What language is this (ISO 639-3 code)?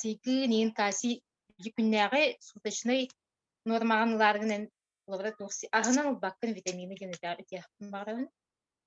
sah